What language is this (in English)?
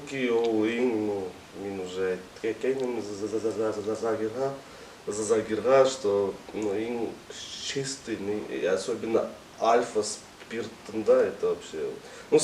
Bashkir